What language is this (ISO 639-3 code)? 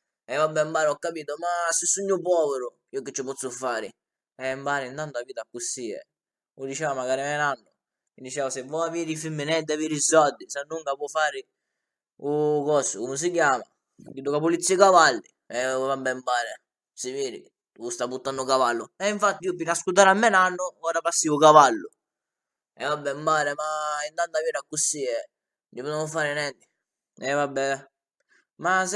scn